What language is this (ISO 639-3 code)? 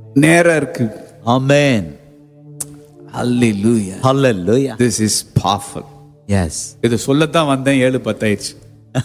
tam